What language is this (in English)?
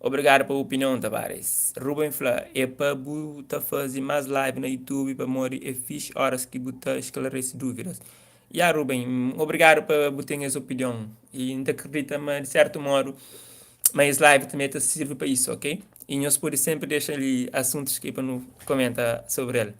Kabuverdianu